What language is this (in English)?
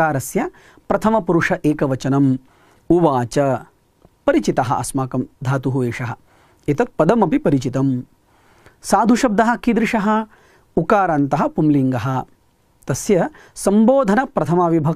Sanskrit